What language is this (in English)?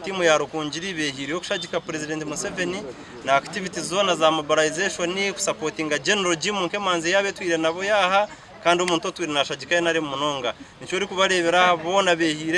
Nyankole